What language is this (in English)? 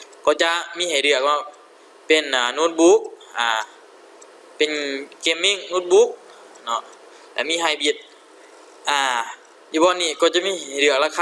Lao